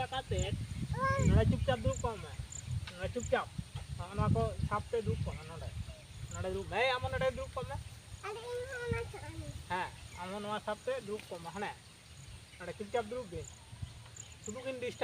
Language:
Santali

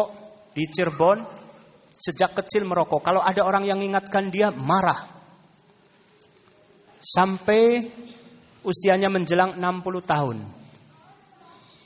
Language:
Indonesian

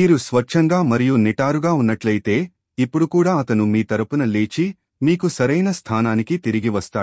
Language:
Telugu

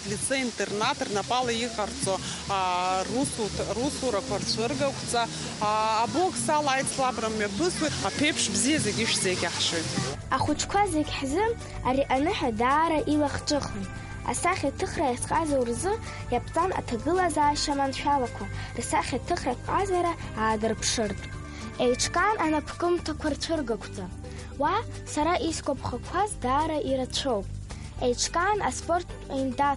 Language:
Abkhazian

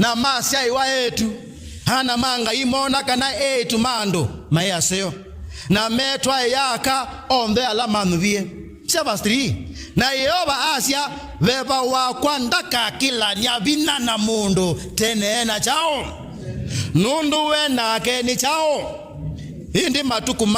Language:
Kamba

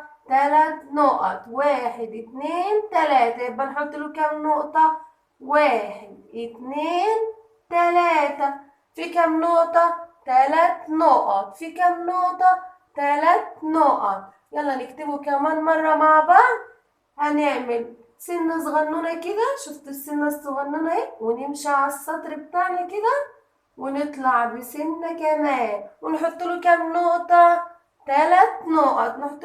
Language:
Egyptian Arabic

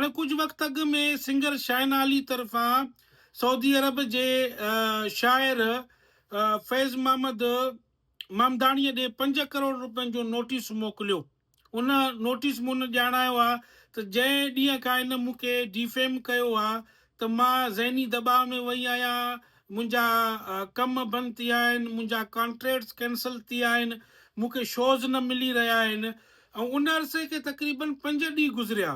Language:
Sindhi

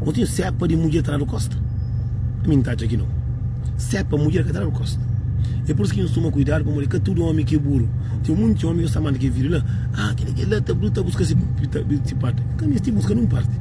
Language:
Kabuverdianu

